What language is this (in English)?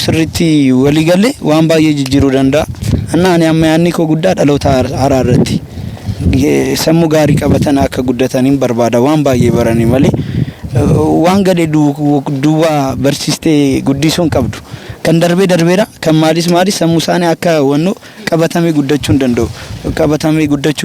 Oromo